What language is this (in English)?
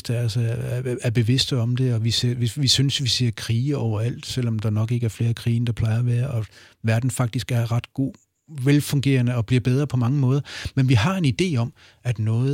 Danish